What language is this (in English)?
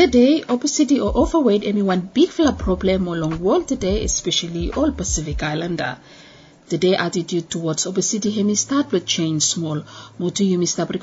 Bislama